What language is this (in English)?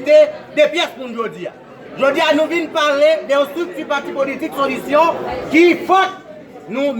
Haitian Creole